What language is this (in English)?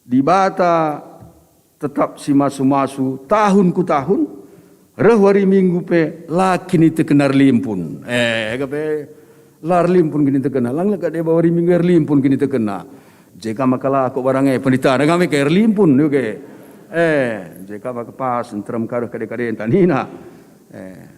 Batak Karo